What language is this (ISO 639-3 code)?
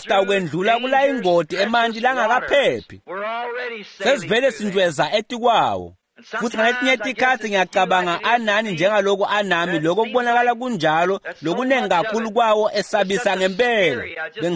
ssw